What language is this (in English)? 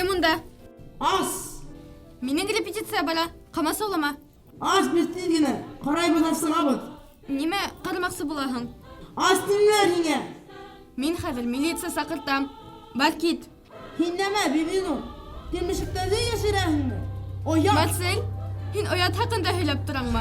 Bashkir